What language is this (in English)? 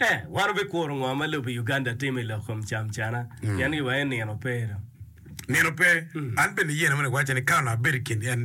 Acoli